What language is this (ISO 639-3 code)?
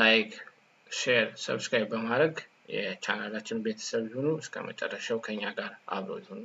amh